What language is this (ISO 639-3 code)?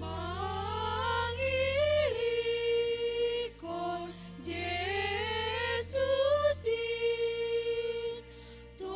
bts